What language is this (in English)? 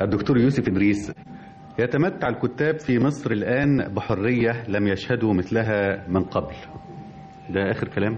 Egyptian Arabic